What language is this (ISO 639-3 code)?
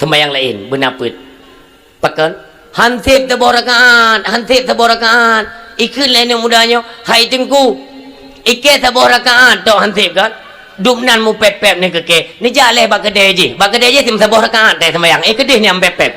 ace